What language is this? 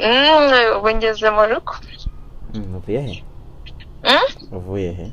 Kinyarwanda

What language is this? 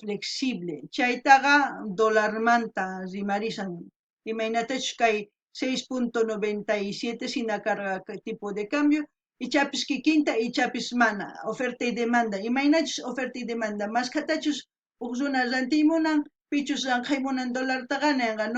South Bolivian Quechua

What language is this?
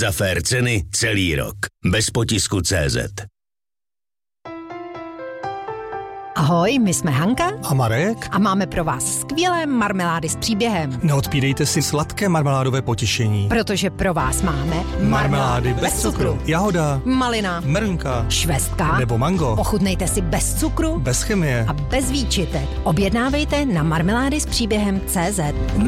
Czech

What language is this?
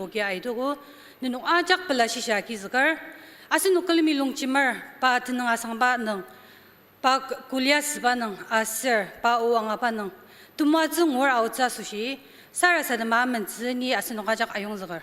Ao Naga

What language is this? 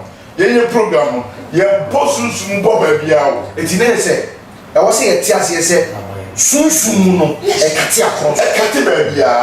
Akan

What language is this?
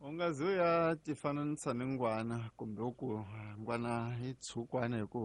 Tsonga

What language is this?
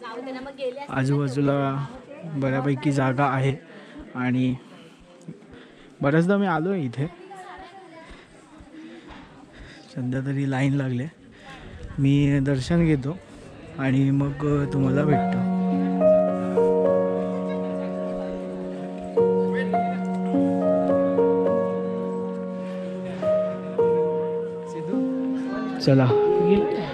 Marathi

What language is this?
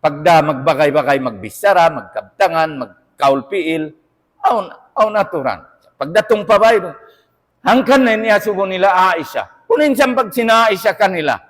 Tausug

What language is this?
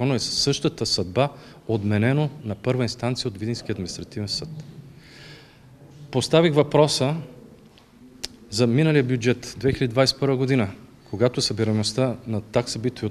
Bulgarian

